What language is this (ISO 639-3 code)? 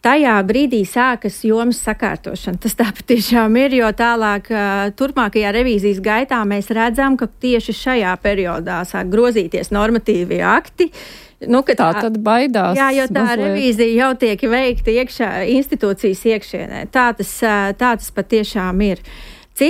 lav